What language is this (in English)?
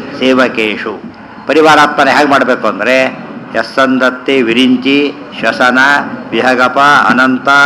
Kannada